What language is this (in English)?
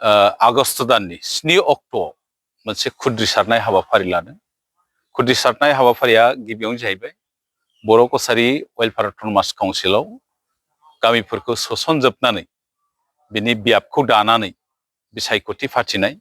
Bodo